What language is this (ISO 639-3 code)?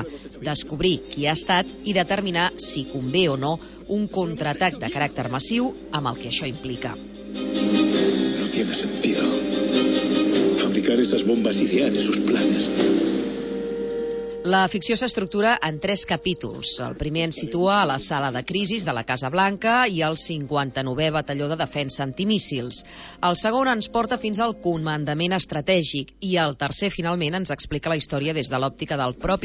cat